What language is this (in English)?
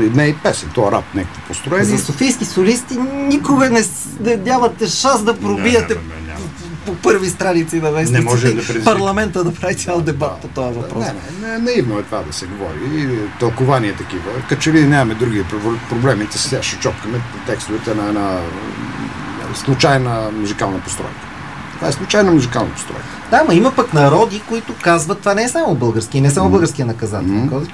Bulgarian